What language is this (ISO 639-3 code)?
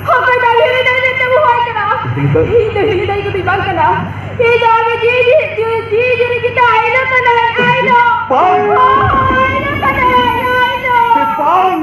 sat